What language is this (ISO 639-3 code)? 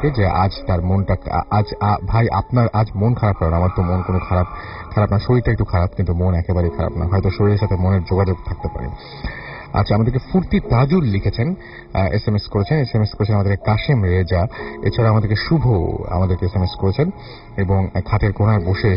ben